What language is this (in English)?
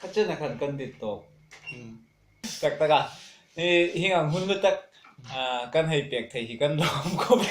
Hmar